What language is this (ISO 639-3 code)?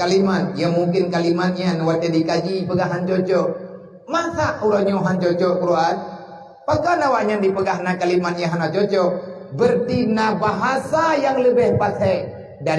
ace